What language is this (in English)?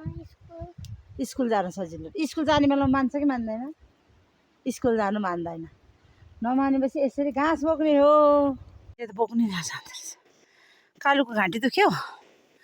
Nepali